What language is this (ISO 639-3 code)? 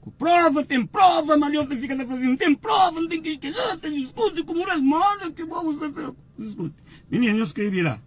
kea